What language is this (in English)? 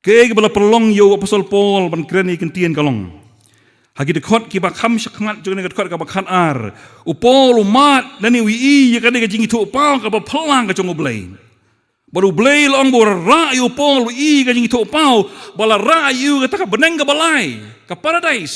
Khasi